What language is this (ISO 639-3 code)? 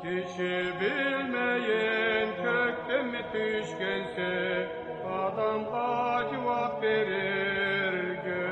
krc